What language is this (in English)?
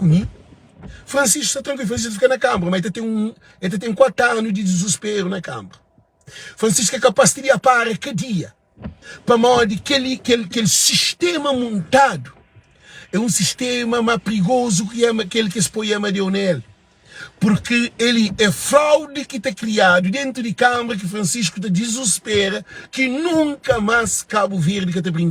Kabuverdianu